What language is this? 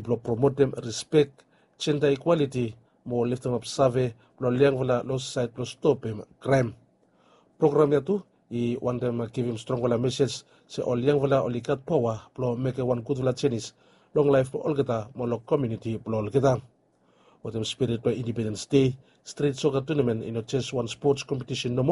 Bislama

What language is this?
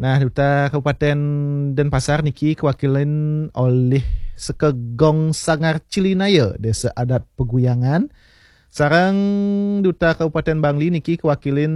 Balinese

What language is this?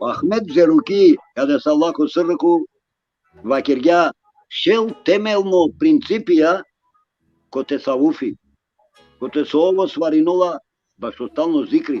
Balkan Romani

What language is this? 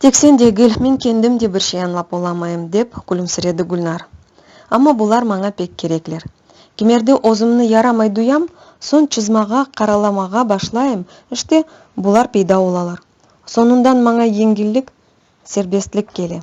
Crimean Tatar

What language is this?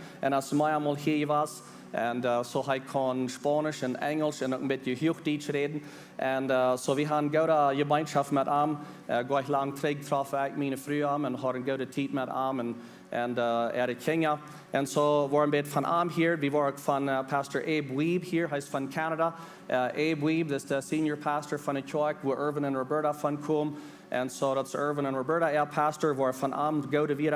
Plautdietsch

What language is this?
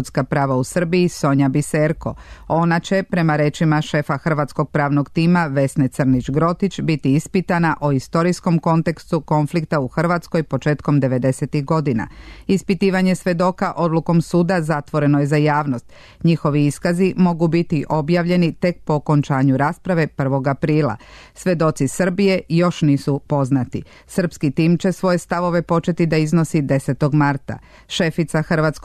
Serbian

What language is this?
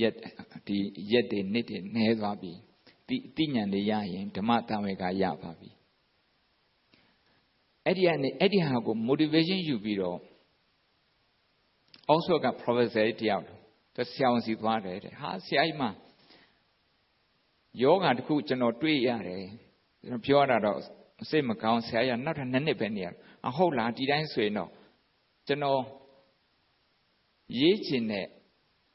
Burmese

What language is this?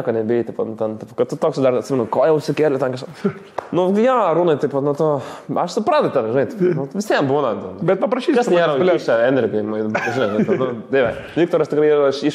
Lithuanian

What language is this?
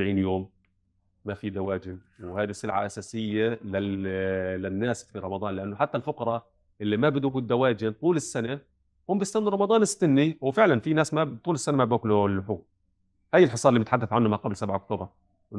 North Levantine Arabic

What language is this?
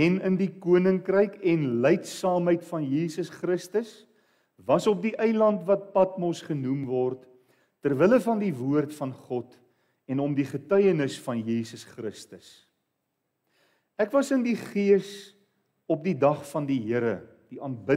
Afrikaans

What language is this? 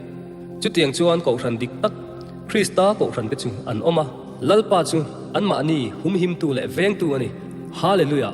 Mizo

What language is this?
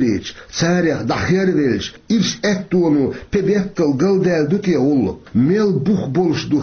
Chechen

